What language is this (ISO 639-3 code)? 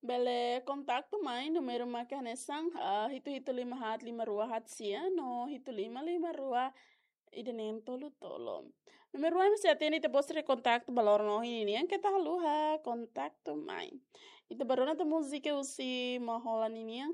tet